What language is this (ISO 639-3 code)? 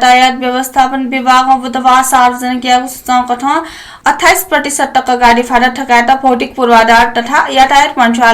new